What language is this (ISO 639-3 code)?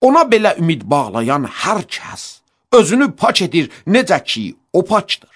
aze